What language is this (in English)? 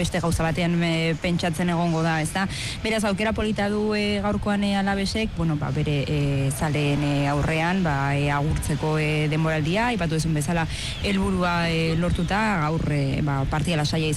Basque